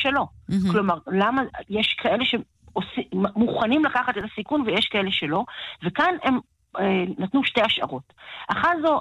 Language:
Hebrew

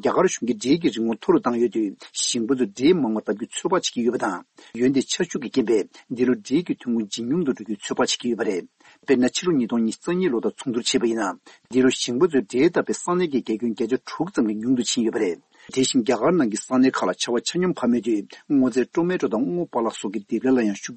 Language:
Tibetan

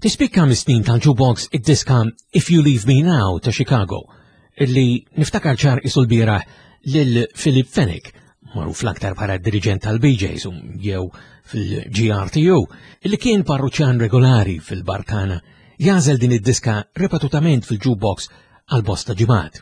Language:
Maltese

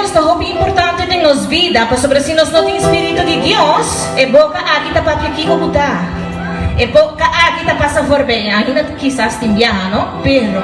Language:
Papiamento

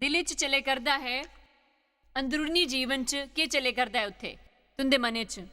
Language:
Dogri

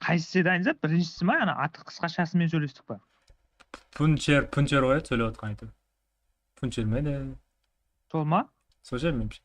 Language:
Kara-Kalpak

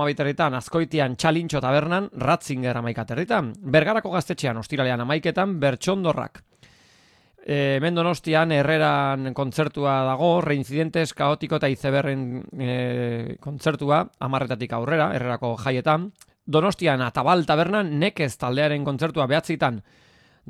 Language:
Basque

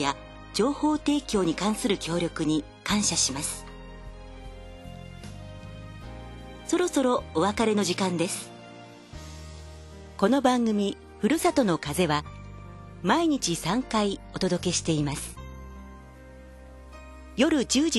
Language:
Japanese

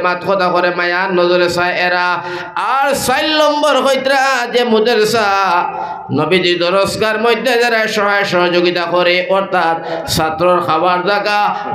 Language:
Sylheti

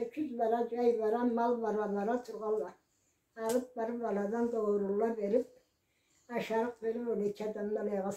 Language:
Karachay-Balkar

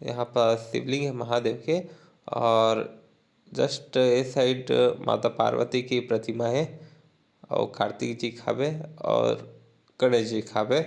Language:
Chhattisgarhi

